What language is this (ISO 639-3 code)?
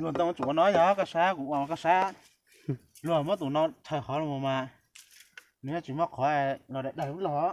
hmn